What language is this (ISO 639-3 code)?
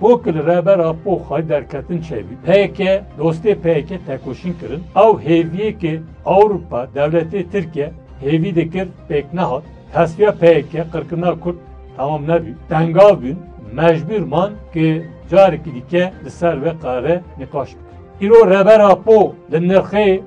kur